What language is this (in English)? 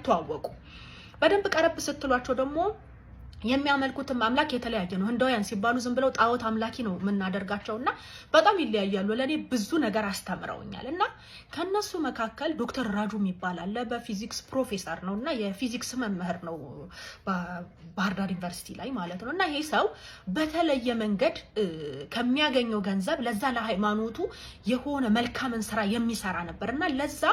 Amharic